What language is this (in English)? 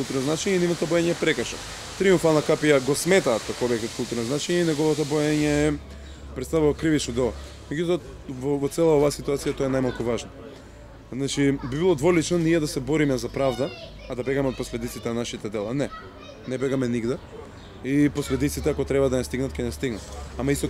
Macedonian